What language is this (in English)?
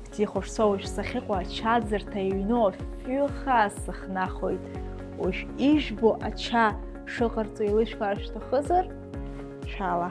Abkhazian